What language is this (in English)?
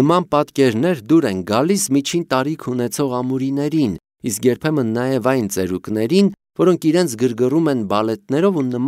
Armenian